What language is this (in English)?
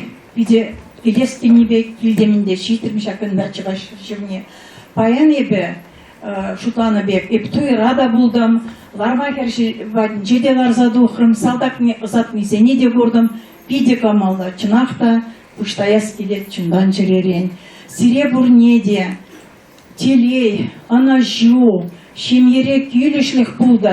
Chuvash